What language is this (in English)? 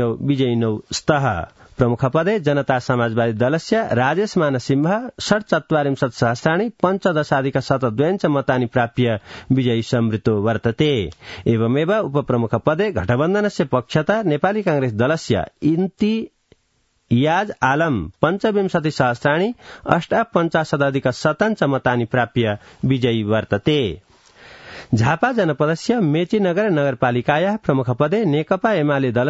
Sanskrit